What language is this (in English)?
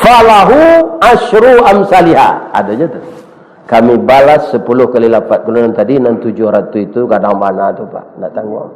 Minangkabau